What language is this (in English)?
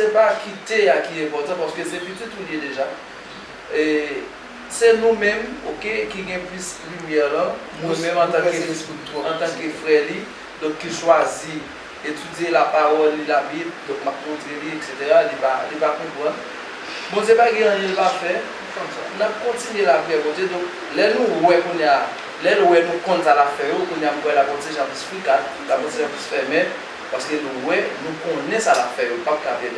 Haitian Creole